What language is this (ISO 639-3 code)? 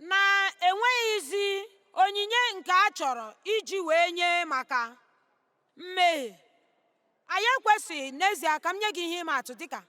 ibo